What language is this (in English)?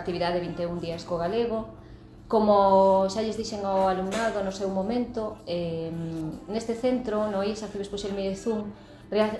Galician